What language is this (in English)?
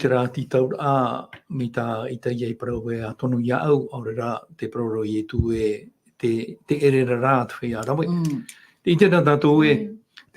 Tahitian